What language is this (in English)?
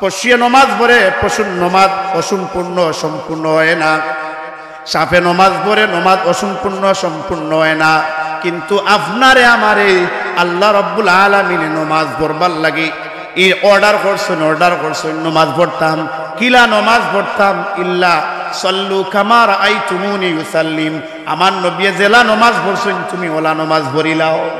Sylheti